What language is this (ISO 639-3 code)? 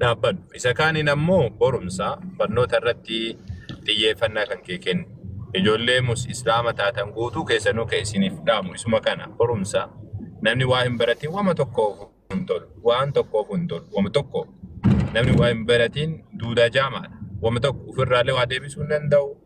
orm